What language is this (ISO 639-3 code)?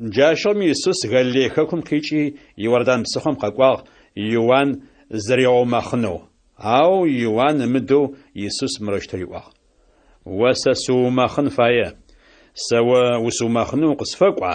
ady